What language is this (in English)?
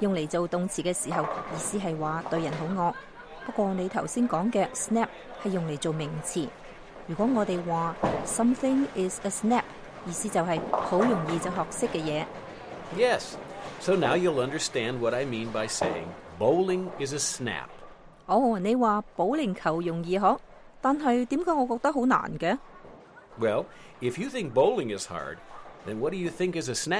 Cantonese